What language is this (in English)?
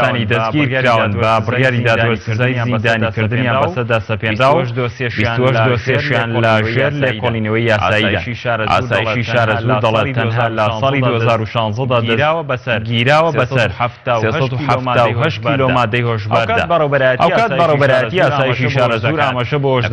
Central Kurdish